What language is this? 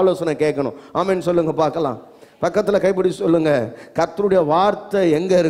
Tamil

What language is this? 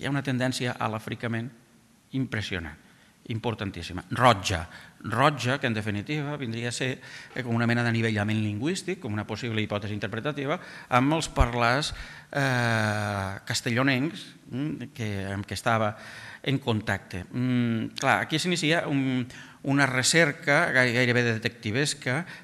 Catalan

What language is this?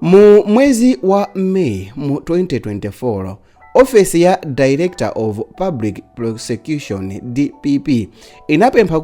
Nyanja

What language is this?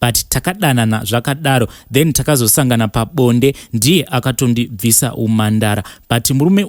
Shona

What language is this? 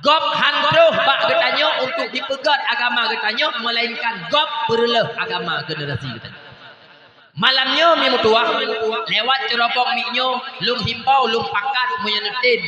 Achinese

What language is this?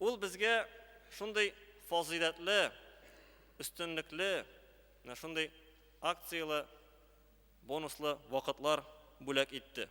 Tatar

